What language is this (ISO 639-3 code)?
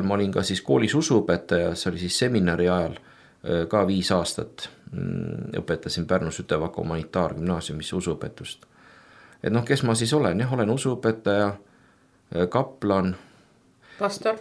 est